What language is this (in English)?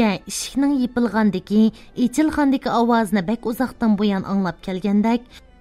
Uyghur